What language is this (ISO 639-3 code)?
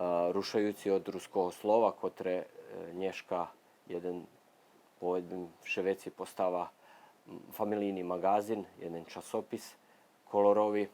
rue